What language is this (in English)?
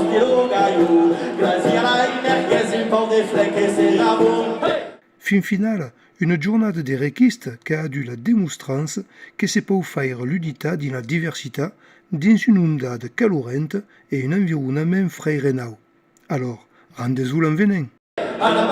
Occitan